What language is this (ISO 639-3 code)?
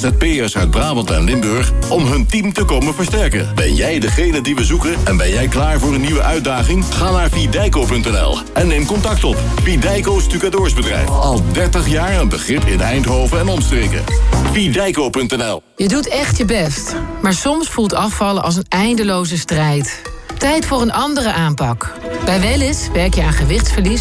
nld